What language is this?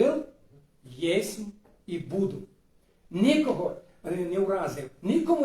Rusyn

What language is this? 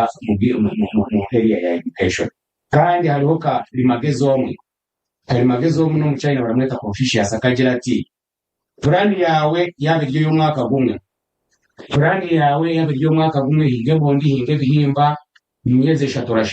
Nyankole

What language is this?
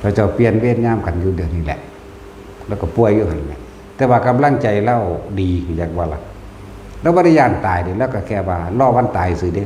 Northeastern Thai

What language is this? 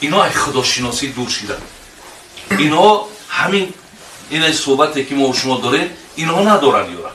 Tajik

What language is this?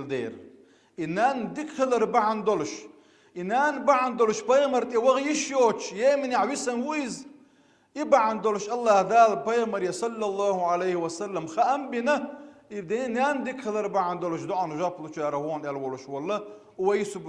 Chechen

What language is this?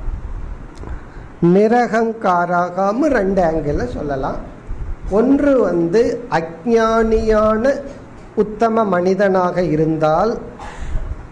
Tamil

